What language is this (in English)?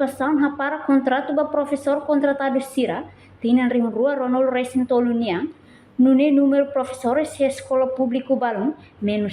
Tetum